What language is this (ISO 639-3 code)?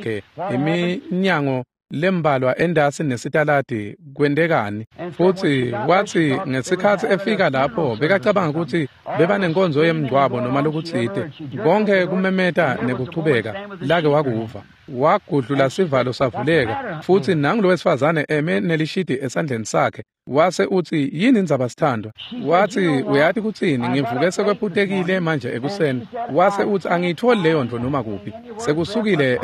ssw